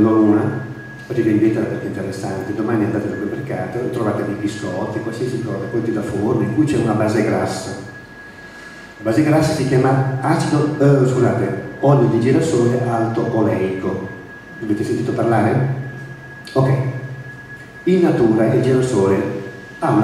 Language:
Italian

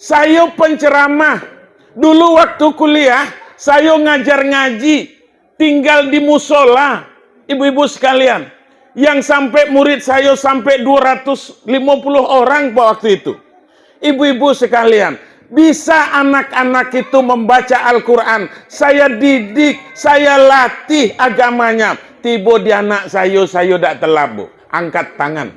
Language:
Minangkabau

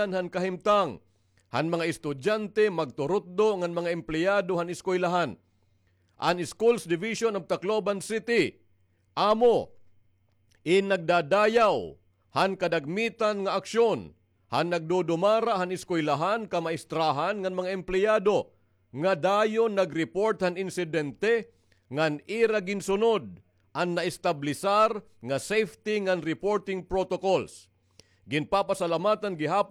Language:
Waray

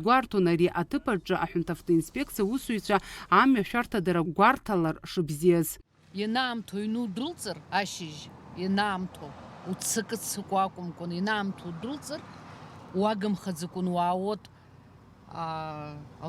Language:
Abkhazian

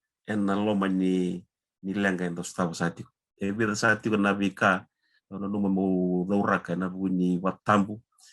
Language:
Fijian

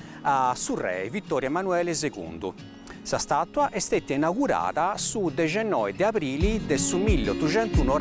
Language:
Sardinian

